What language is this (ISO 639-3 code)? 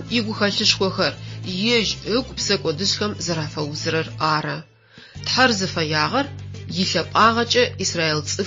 ady